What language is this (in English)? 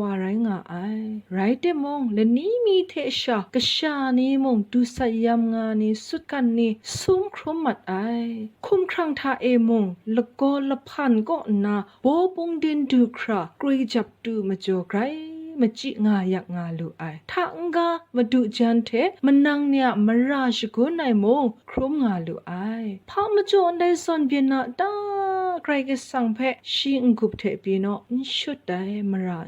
Kachin